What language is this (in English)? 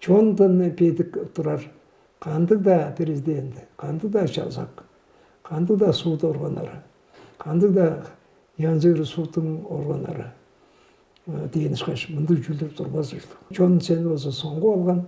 Tuvinian